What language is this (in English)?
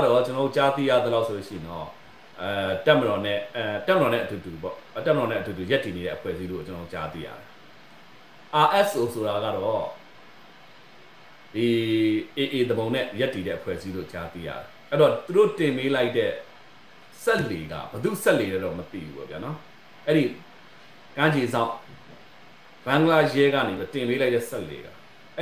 Burmese